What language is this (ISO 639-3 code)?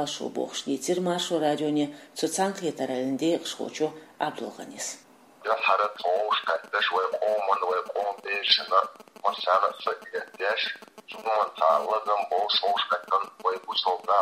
che